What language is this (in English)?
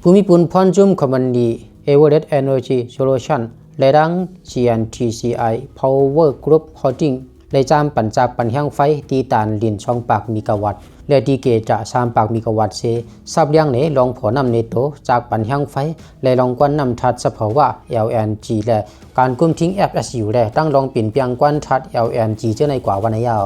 Lao